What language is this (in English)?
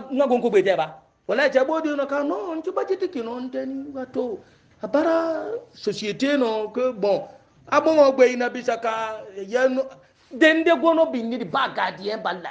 Hausa